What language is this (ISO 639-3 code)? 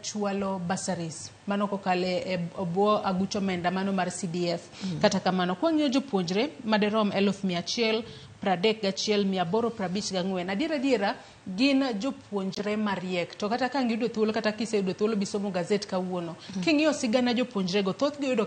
luo